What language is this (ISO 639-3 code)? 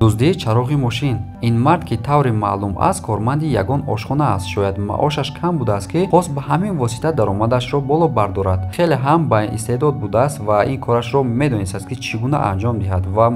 tgk